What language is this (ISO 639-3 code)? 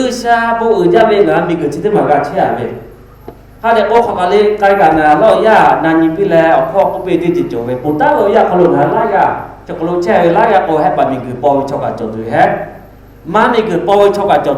lhu